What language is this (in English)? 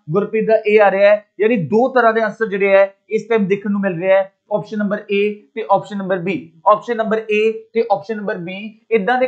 Punjabi